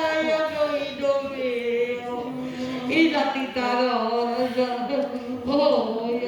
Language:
Sardinian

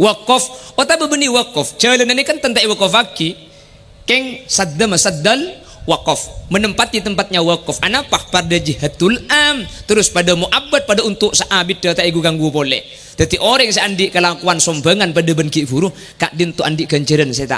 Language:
Madurese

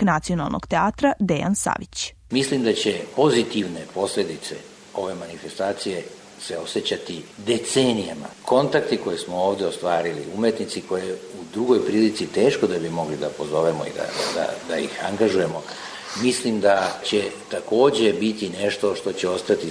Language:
Serbian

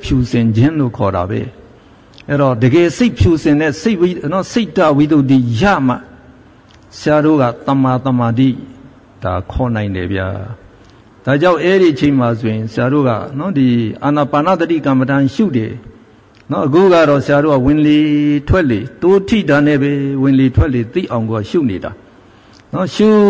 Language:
Burmese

